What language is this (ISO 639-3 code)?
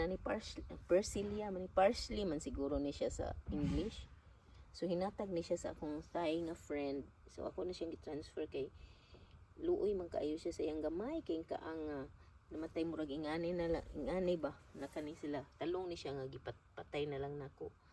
ceb